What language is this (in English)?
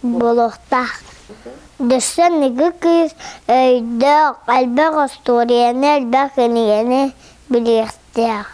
Yakut